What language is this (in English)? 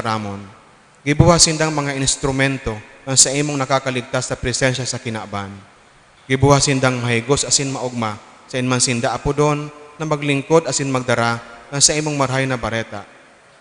Bikol